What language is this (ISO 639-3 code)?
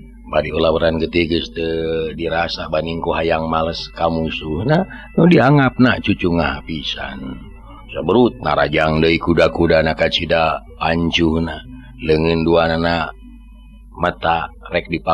sun